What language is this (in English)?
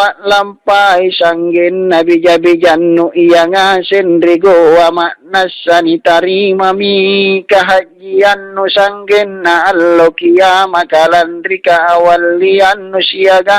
Makasar